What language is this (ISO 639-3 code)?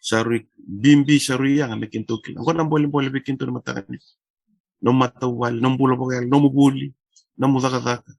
fij